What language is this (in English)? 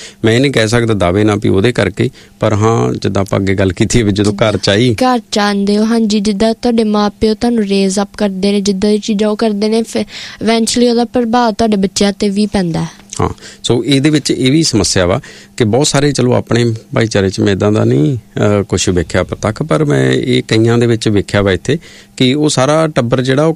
Punjabi